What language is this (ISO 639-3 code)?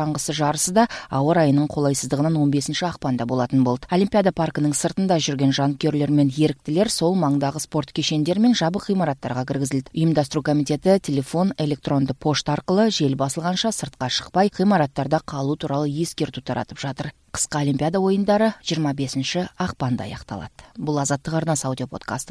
kir